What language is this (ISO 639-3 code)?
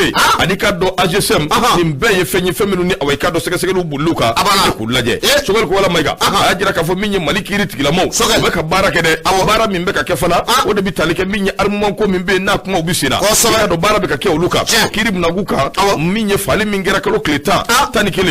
bam